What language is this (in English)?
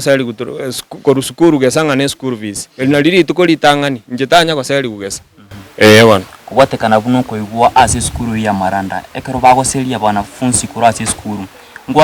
Gusii